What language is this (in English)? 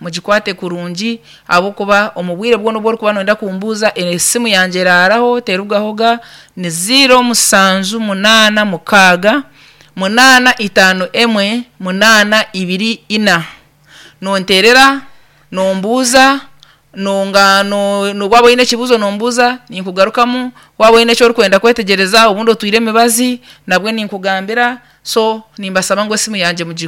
Nyankole